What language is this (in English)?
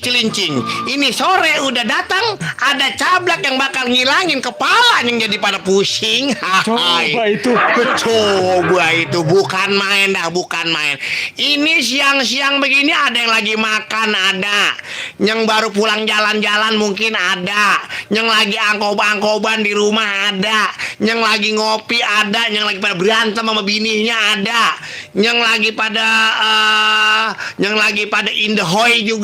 Betawi